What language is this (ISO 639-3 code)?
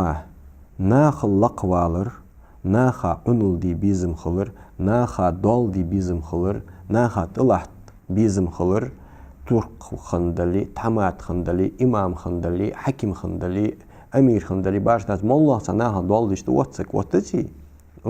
inh